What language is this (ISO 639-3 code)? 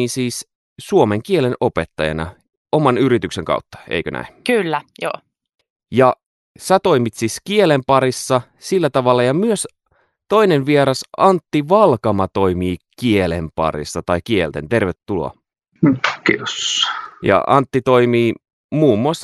fin